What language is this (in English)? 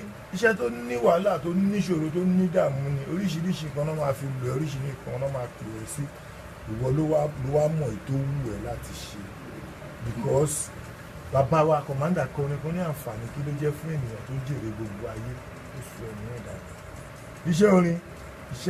Yoruba